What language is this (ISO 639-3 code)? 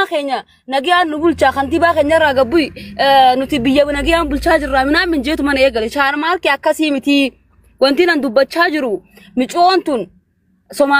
orm